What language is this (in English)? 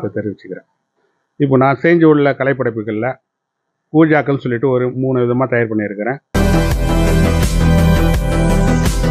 Tamil